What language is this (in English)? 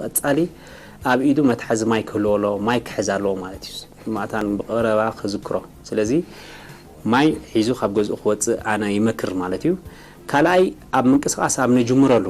Tigrinya